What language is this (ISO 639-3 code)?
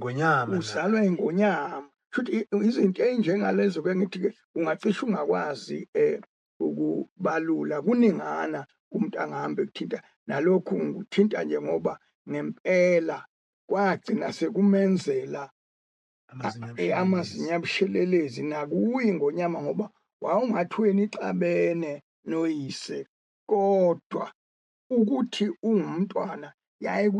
zul